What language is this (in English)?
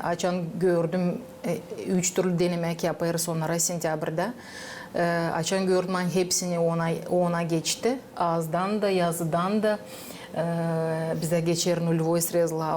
Gagauz